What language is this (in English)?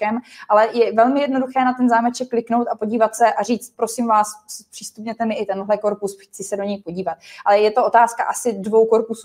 Czech